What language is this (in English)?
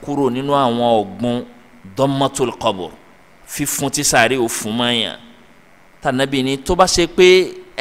Yoruba